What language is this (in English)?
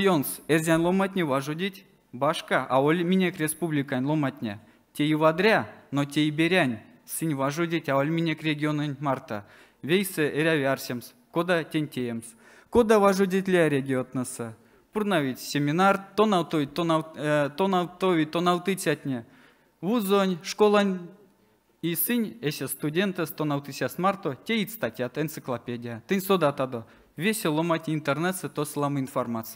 Erzya